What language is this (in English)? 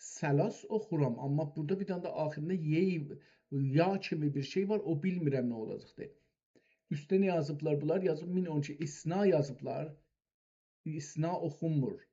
South Azerbaijani